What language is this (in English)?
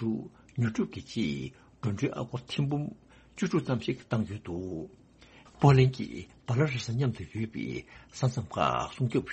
Tibetan